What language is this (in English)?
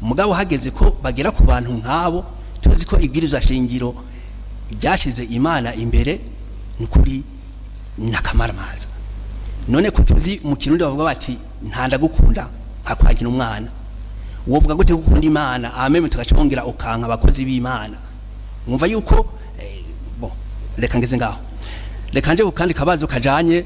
Rundi